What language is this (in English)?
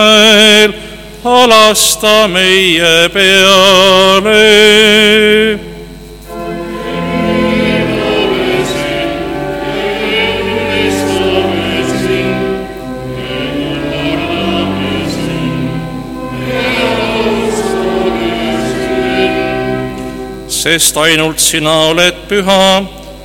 Estonian